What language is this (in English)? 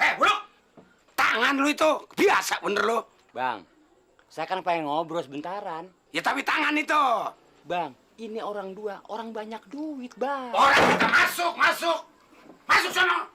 Betawi